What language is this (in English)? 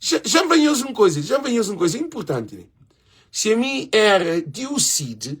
Kabuverdianu